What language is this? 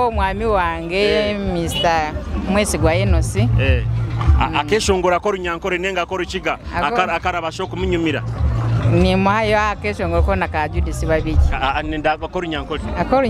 Nyoro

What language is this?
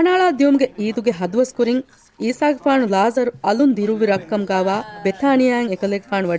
Divehi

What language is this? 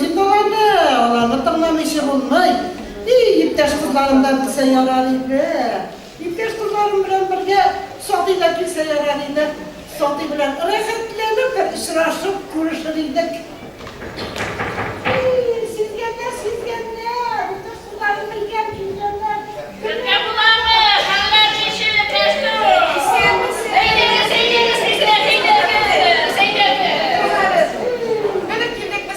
Tatar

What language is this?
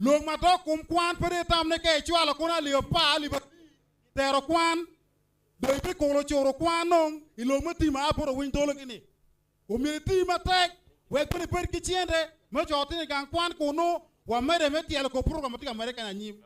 Acoli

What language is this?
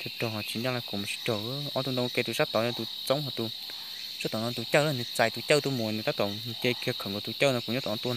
Hmong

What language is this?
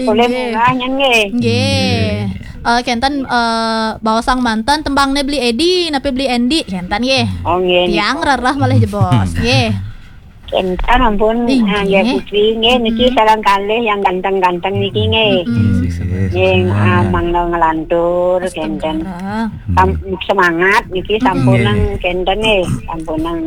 Balinese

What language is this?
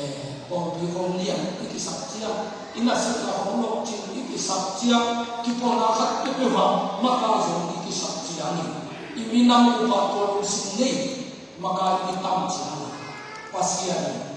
Tedim Chin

